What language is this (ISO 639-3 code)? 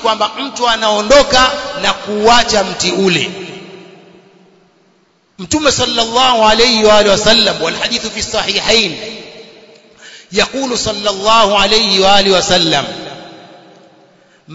swa